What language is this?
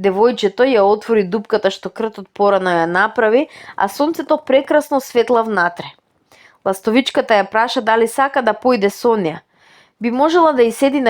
Macedonian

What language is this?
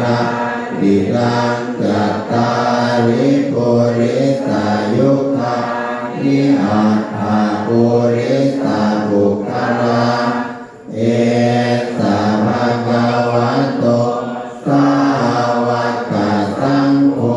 Pali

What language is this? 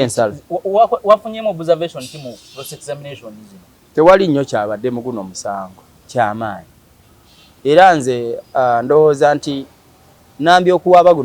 Ganda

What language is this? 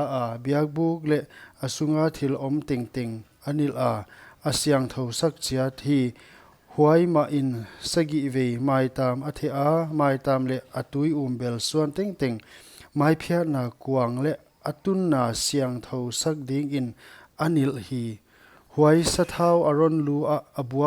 Paite Chin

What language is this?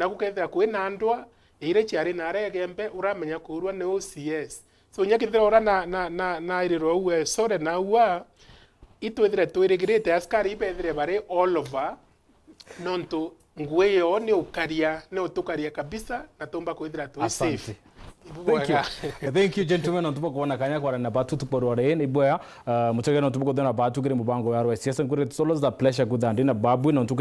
Meru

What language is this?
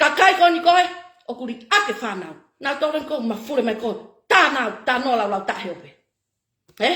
Tongan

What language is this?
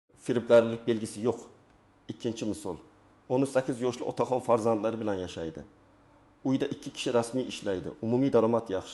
Uzbek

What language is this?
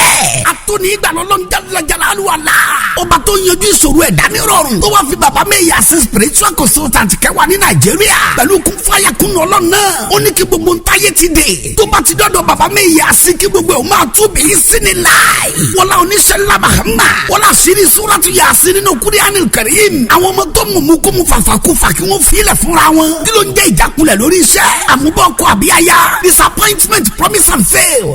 Yoruba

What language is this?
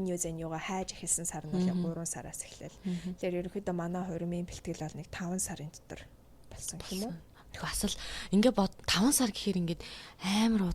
Mongolian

